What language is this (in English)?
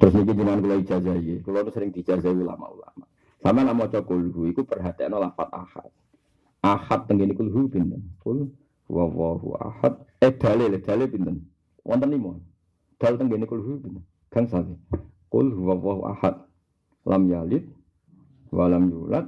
Javanese